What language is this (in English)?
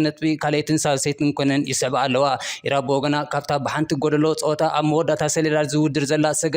Tigrinya